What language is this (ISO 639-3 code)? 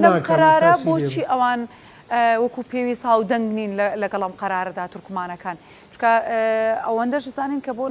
ckb